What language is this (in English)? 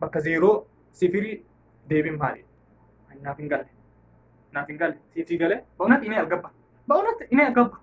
Oromo